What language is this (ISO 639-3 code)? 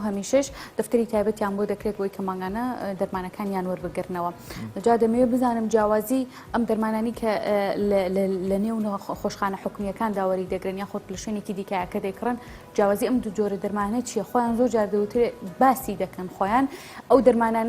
ckb